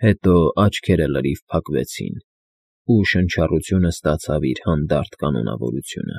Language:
Armenian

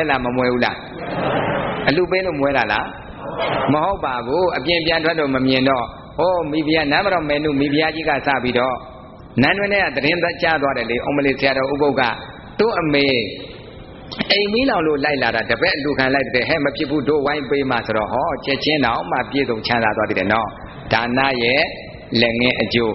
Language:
Burmese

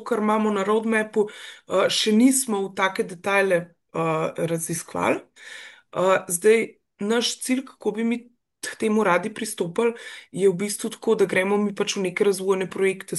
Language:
Slovenian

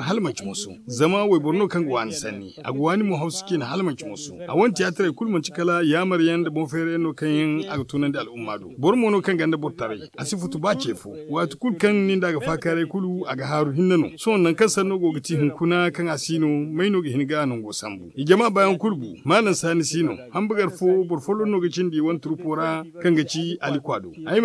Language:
Zarma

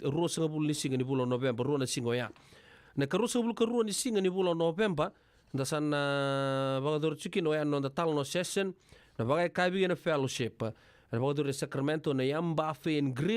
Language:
Fijian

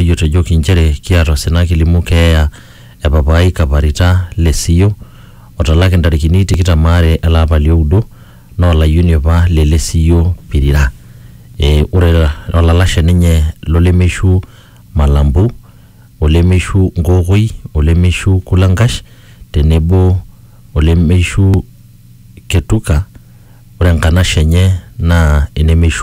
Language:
Masai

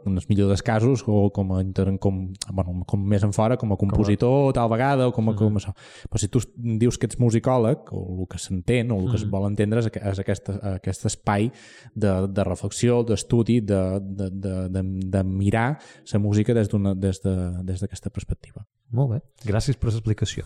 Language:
Catalan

